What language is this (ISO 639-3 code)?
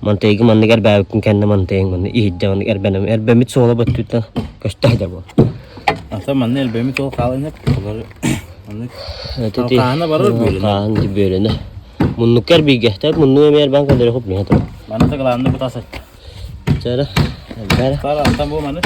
sah